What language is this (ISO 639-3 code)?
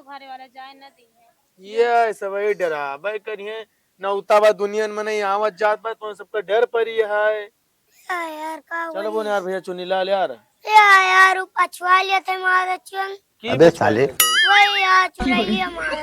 awa